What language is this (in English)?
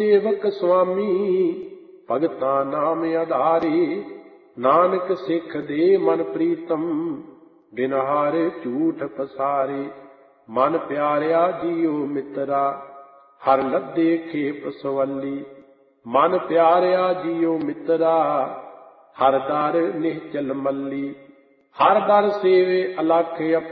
Punjabi